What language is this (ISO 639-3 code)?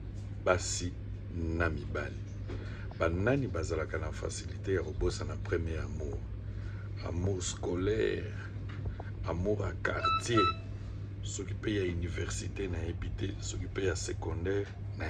lin